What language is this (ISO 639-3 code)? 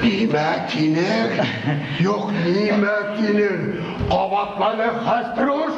bak